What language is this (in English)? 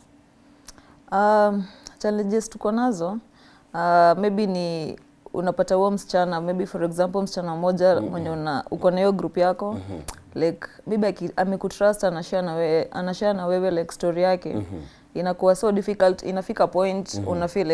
Swahili